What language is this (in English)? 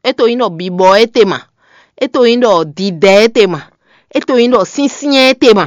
Fon